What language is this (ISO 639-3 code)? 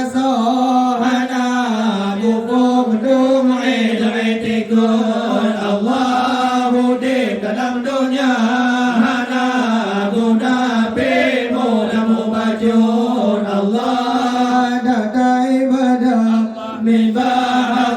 ace